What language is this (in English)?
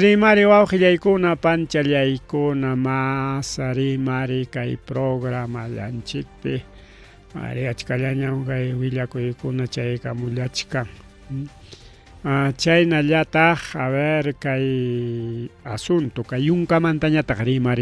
Ayacucho Quechua